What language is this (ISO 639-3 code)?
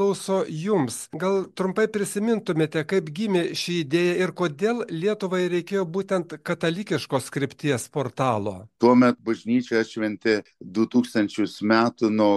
lit